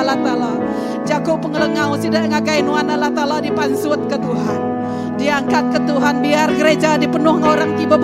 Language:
Iban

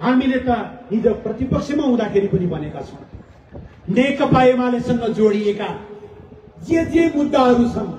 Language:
Nepali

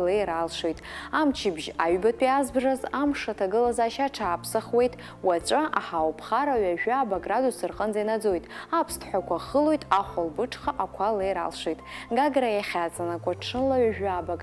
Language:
Abkhazian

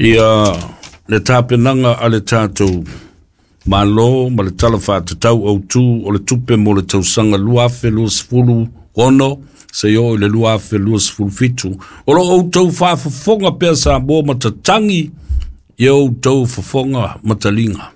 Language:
Samoan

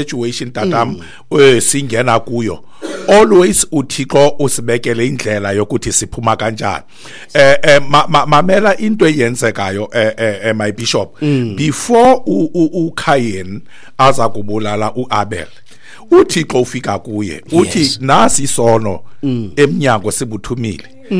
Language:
Xhosa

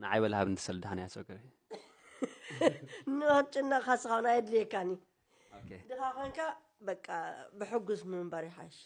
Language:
Tigrinya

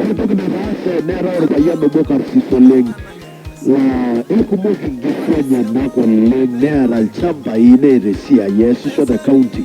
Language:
Masai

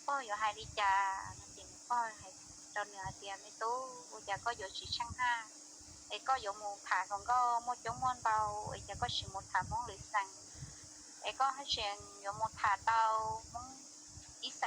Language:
Hmong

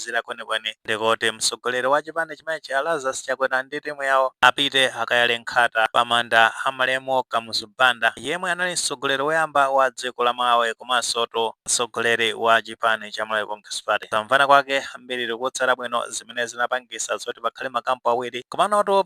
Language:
Nyanja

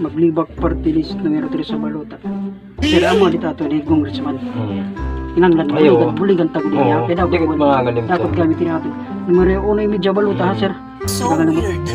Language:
Waray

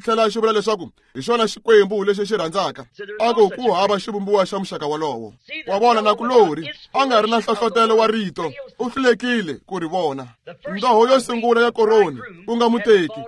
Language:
Tsonga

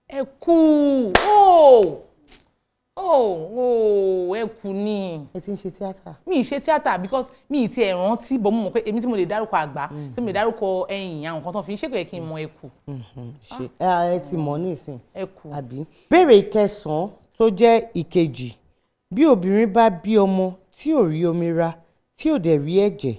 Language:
Yoruba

